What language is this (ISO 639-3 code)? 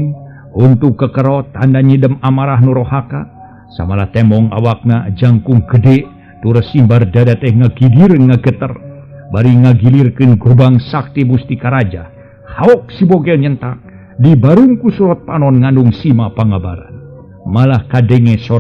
sun